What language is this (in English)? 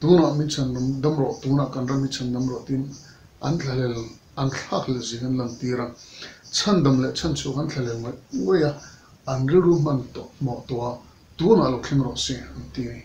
Mizo